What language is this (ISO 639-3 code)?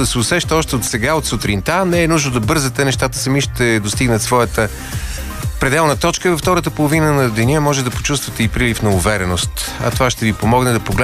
bul